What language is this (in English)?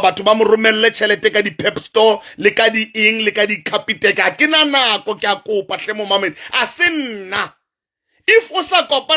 Southern Sotho